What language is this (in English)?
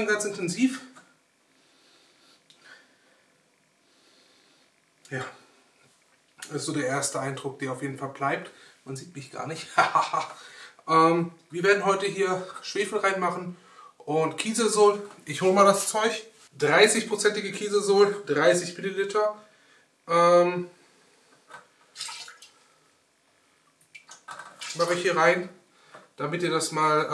German